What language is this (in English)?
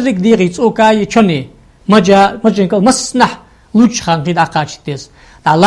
Ingush